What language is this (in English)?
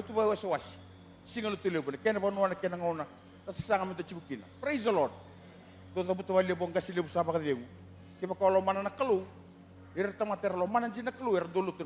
Fijian